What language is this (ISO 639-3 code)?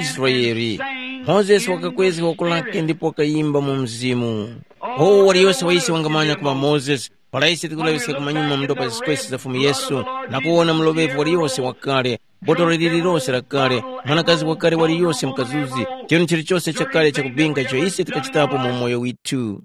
tum